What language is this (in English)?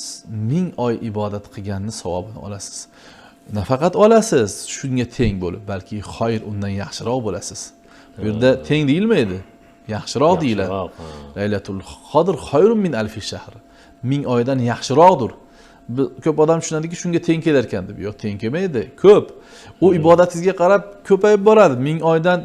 Uzbek